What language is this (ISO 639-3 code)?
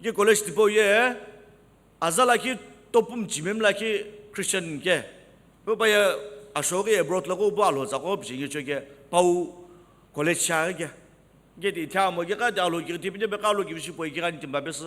nsm